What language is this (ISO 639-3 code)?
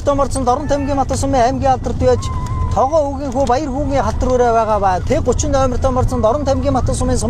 mon